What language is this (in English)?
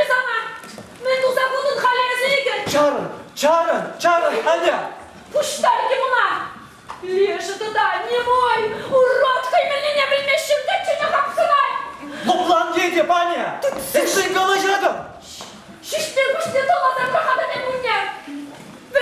Chuvash